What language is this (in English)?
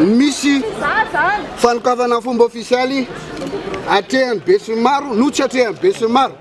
Malagasy